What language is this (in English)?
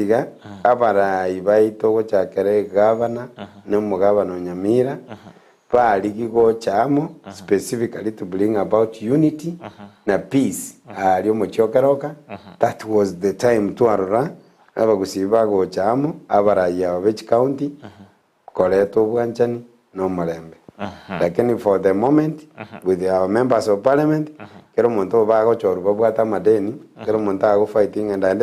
Gusii